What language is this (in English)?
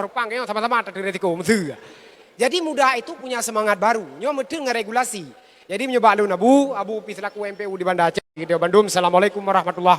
Achinese